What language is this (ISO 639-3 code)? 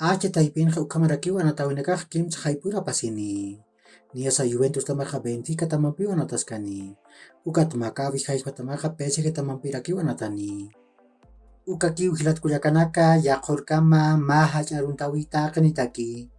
aym